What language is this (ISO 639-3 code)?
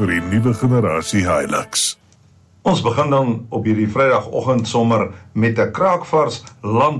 afr